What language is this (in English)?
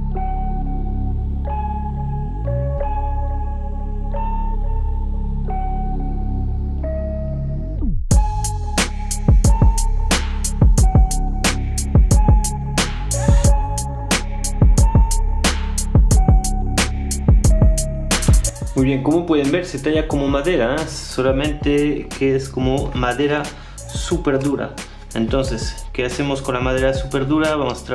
Spanish